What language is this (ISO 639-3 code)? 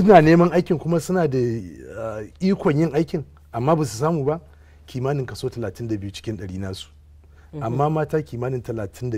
hau